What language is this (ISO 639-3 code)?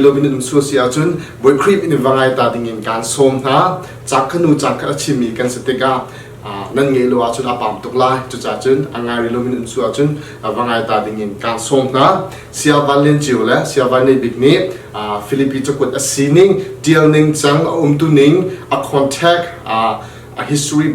cnh